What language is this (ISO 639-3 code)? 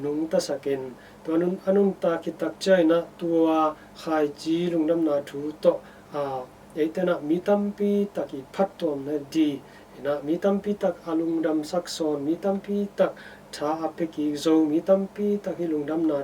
ctd